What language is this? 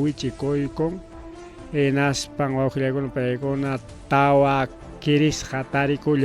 Ayacucho Quechua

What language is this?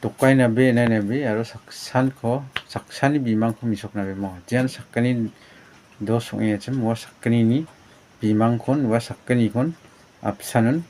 Garo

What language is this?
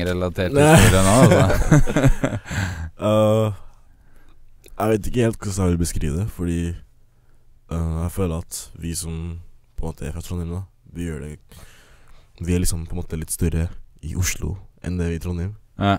Norwegian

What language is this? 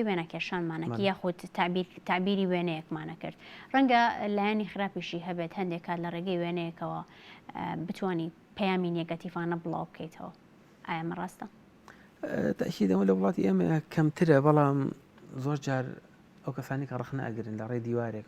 Central Kurdish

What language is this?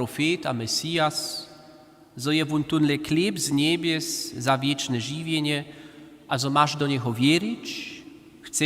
Upper Sorbian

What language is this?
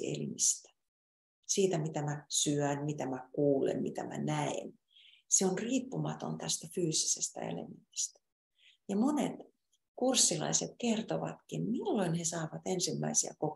Finnish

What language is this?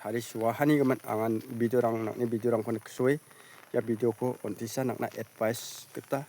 Garo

